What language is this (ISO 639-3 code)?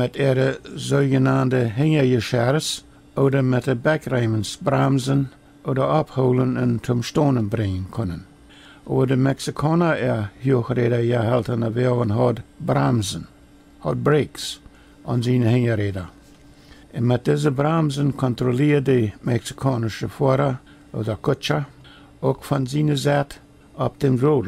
pdt